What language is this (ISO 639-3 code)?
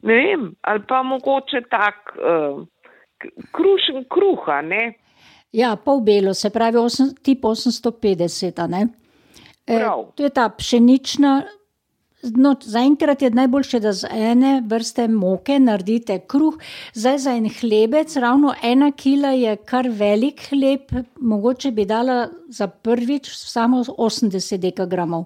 slv